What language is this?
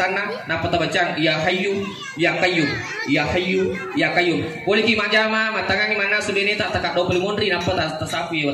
Buginese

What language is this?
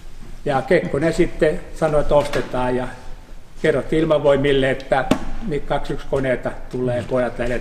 Finnish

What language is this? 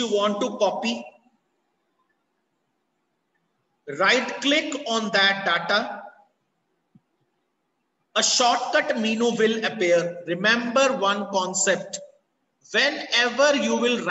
English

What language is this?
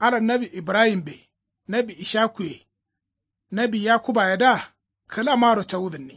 Kanuri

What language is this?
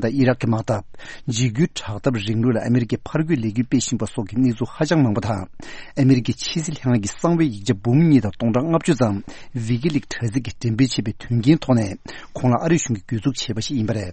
Tibetan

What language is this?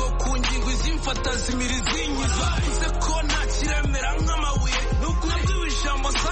Kinyarwanda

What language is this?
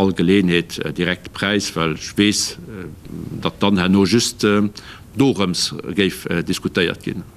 Luxembourgish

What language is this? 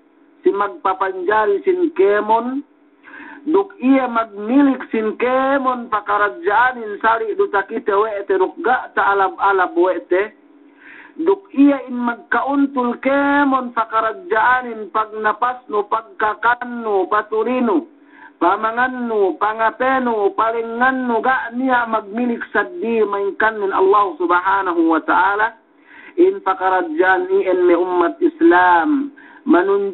Yakan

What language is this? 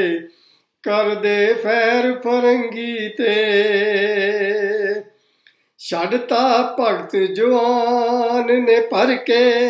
Punjabi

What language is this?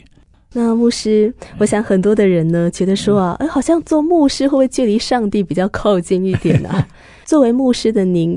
Chinese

